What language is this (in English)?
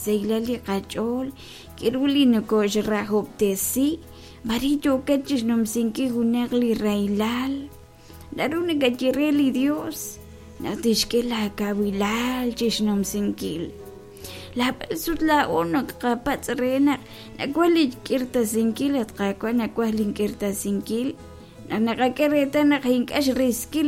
Kekchí